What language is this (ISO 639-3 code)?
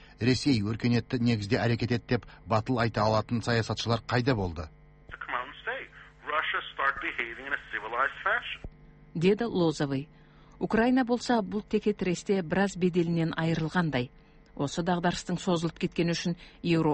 kaz